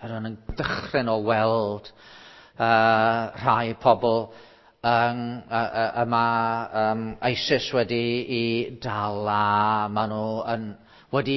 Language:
Welsh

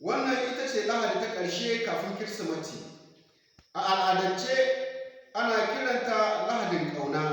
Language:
Hausa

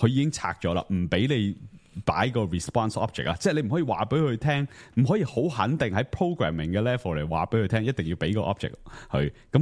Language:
Cantonese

